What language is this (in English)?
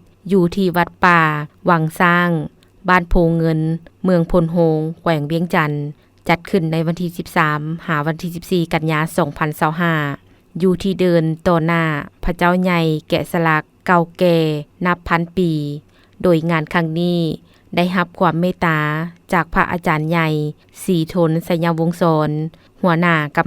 Lao